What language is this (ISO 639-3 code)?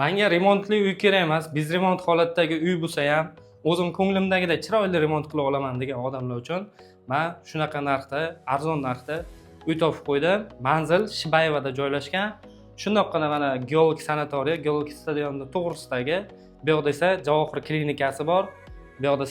uzb